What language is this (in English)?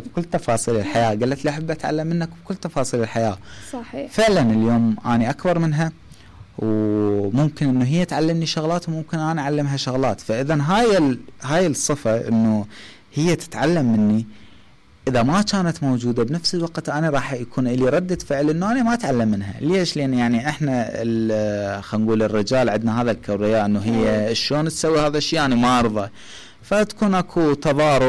Mesopotamian Arabic